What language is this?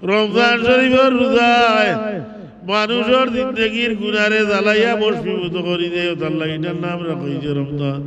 Sylheti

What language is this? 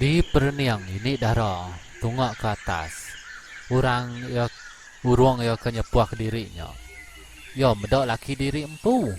Iban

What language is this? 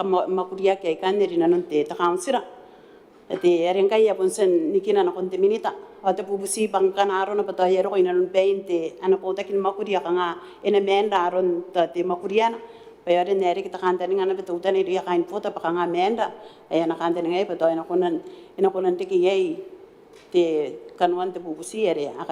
Gilbertese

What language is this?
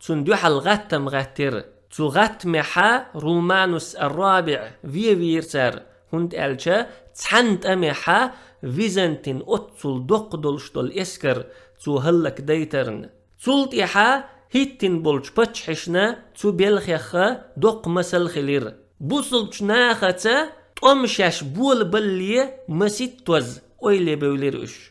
Chechen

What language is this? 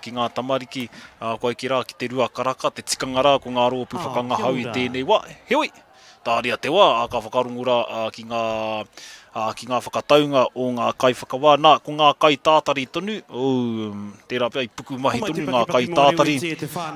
Māori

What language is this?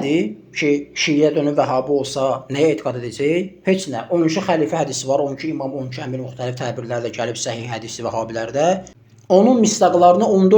Azerbaijani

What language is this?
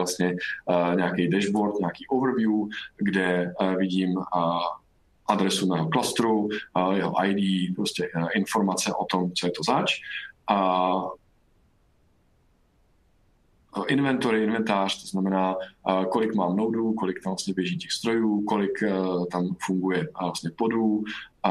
Czech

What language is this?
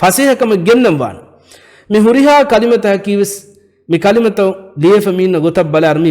Divehi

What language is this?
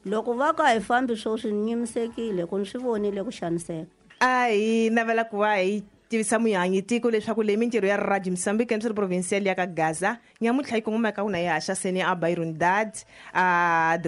Tsonga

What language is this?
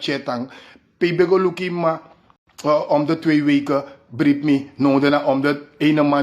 Sranan Tongo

